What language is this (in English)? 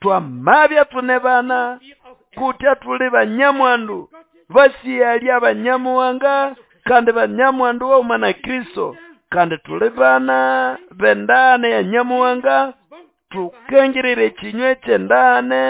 Nande